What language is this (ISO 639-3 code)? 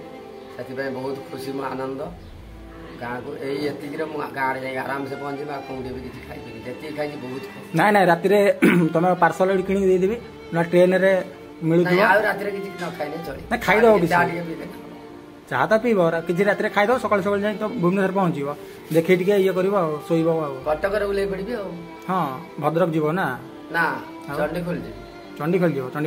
ori